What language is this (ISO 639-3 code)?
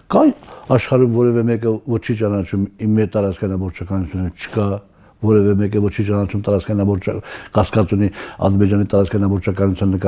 hye